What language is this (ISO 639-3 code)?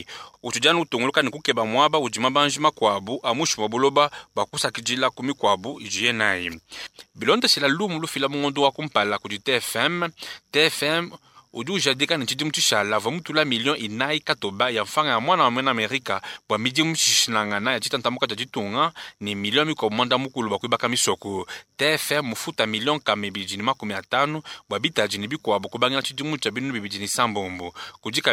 lua